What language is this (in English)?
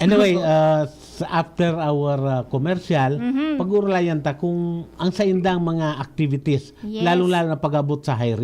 Bikol